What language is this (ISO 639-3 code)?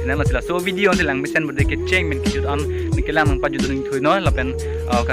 mjw